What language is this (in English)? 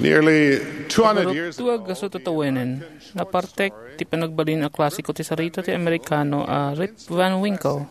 Iloko